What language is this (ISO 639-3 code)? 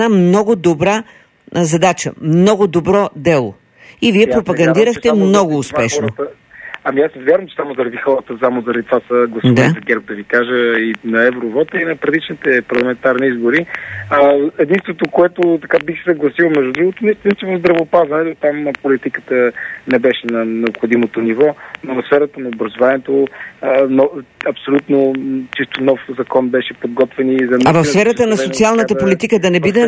bul